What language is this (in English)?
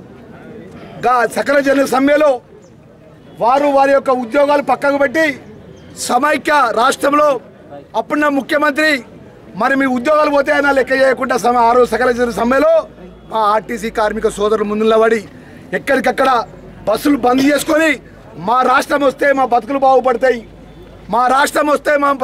Telugu